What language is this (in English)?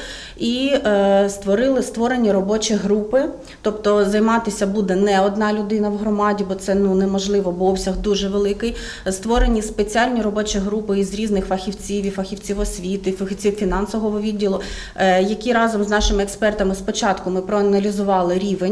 Ukrainian